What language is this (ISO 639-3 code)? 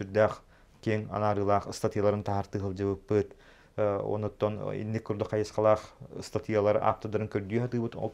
sah